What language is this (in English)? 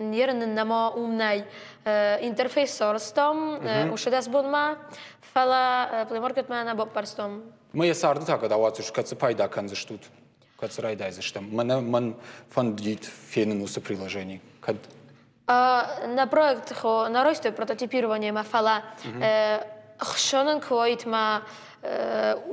Ossetic